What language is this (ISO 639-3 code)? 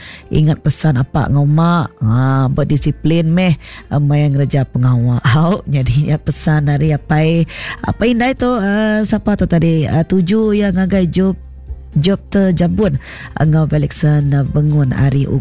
iba